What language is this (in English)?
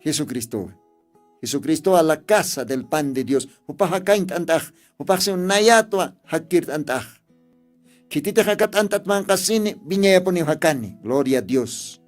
Aymara